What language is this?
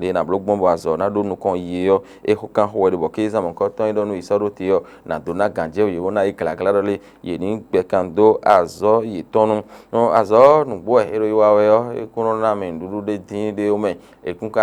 Fon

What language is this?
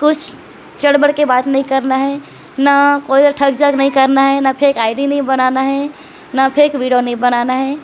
Chhattisgarhi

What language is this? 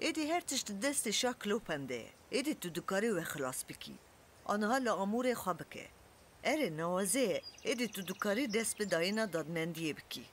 Kurdish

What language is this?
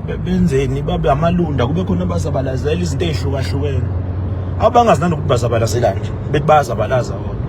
Zulu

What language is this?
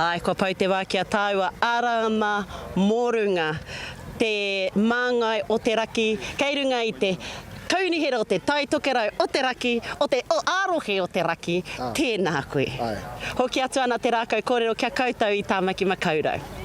Māori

